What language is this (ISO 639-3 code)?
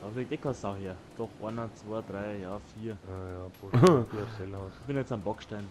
bar